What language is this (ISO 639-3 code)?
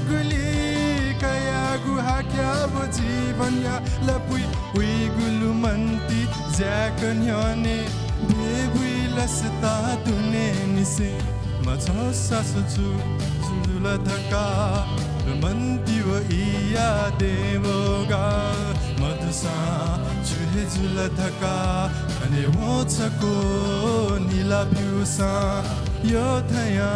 new